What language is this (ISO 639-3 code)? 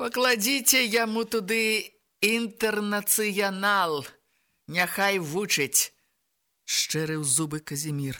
bel